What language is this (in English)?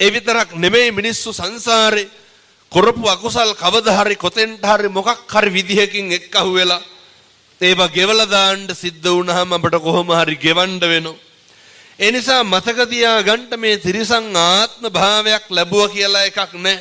Sinhala